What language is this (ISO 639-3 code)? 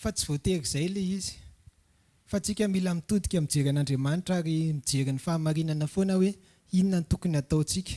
mlg